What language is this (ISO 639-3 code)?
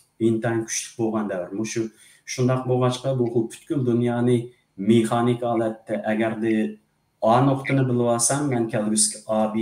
uig